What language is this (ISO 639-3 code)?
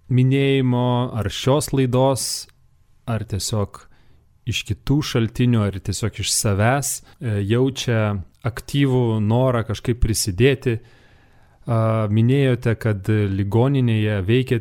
lit